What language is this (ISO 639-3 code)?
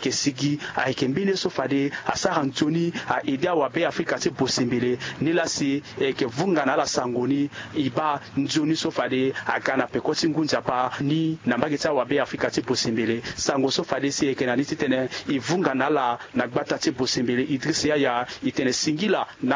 sag